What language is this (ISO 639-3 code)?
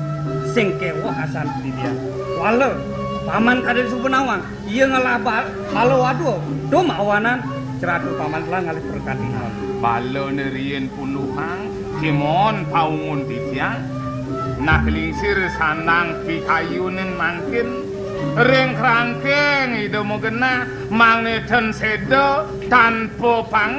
ban